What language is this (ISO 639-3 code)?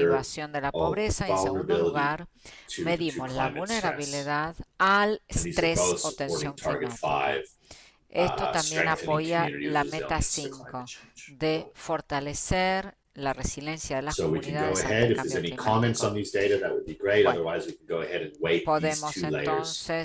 spa